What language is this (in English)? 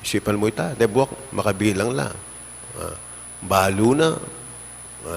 Pampanga